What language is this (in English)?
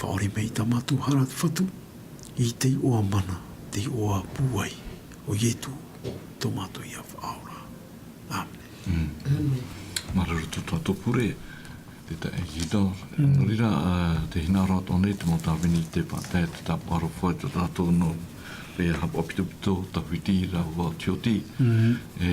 Tahitian